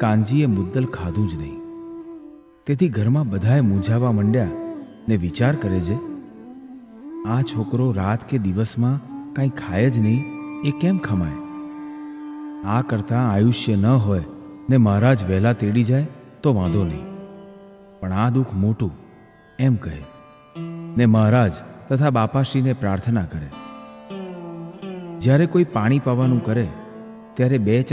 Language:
Gujarati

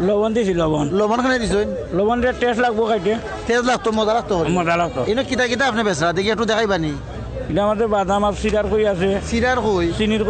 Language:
Sylheti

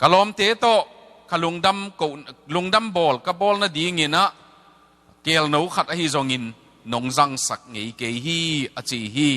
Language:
Tedim Chin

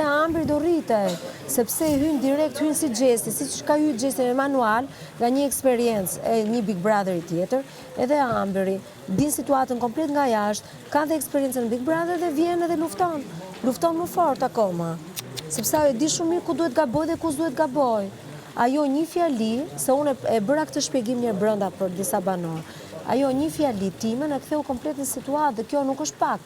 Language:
Albanian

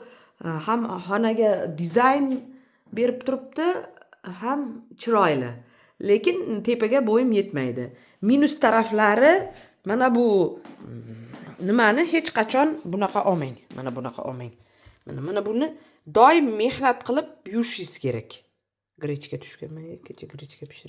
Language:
Uzbek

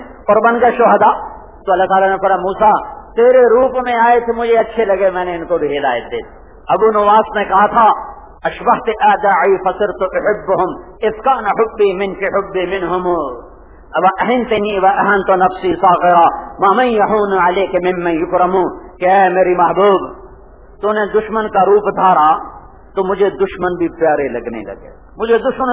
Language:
Urdu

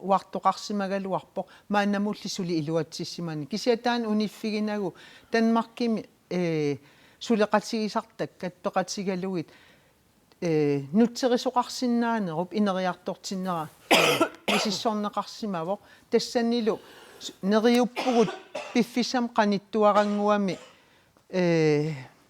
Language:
Kalaallisut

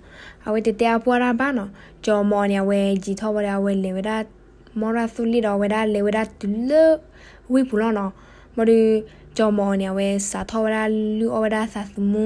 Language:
S'gaw Karen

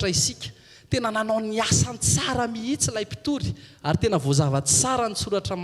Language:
Malagasy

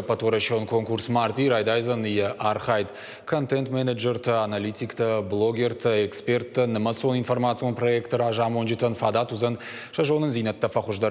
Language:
Ossetic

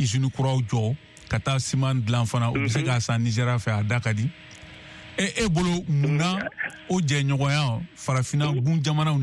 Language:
Bambara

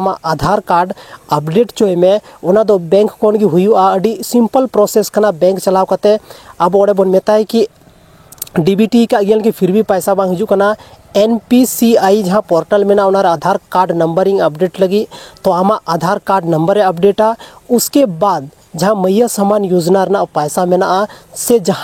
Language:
Santali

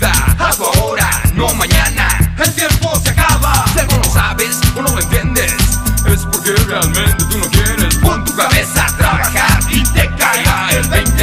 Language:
Spanish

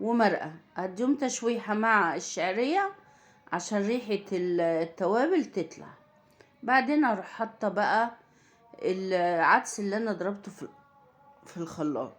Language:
Egyptian Arabic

